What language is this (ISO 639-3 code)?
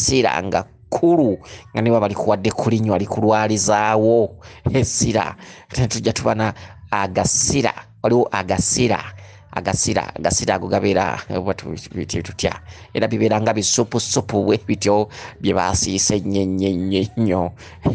lug